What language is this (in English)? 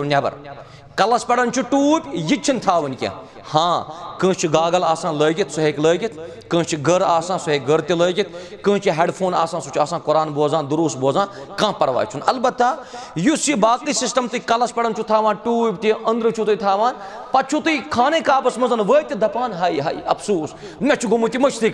Kashmiri